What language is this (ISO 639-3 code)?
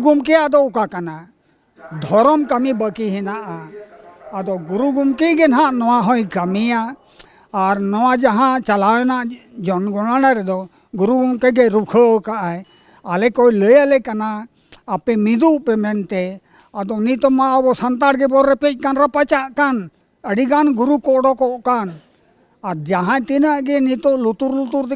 sat